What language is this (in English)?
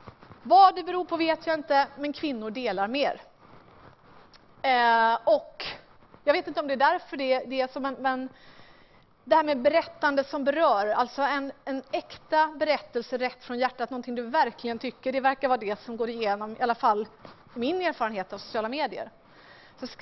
Swedish